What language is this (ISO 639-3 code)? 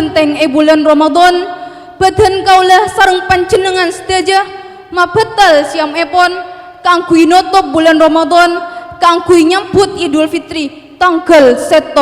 mad